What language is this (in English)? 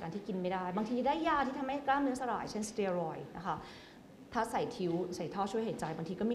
Thai